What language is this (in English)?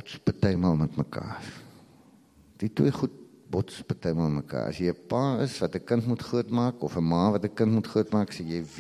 Afrikaans